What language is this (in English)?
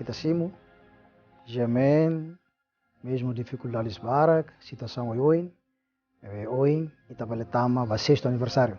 Tetum